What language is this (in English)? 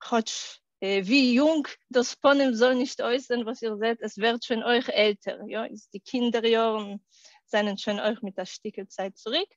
Yiddish